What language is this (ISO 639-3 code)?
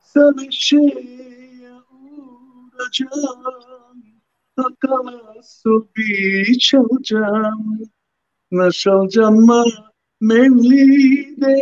rmn